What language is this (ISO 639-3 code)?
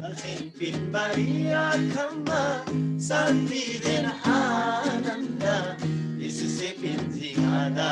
taj